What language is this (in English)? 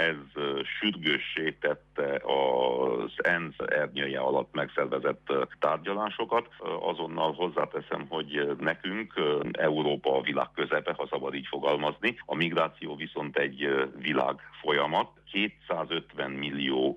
Hungarian